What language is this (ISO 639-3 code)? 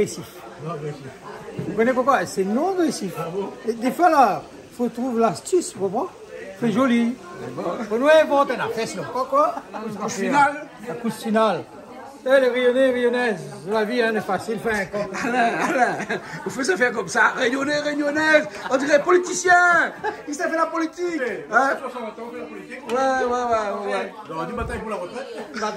rcf